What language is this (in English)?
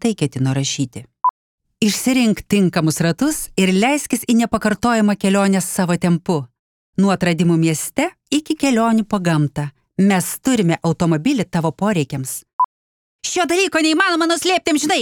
Lithuanian